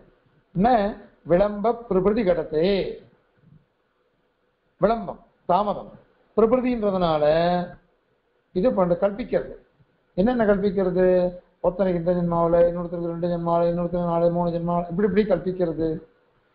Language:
Tamil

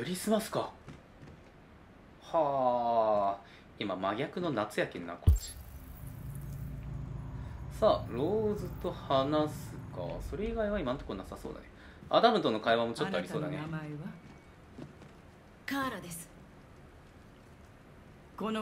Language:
Japanese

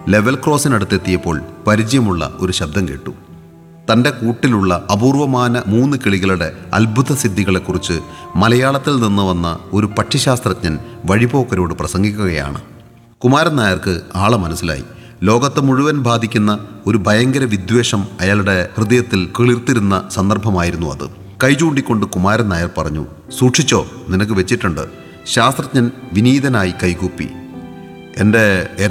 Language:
Malayalam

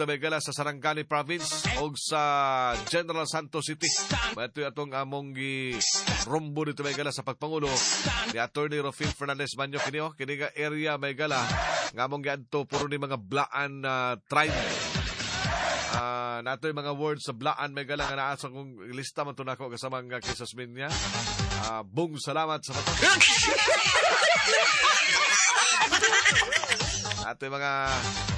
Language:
Cebuano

